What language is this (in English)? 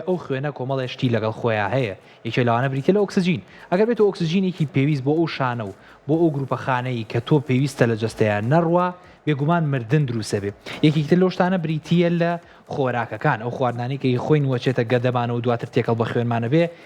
Central Kurdish